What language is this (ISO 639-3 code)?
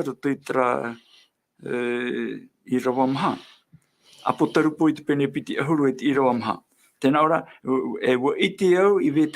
tah